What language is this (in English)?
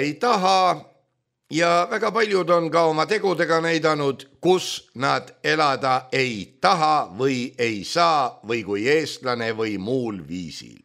Estonian